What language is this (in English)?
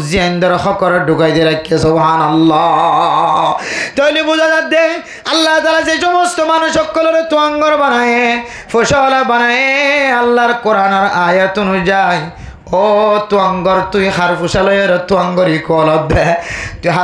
Rohingya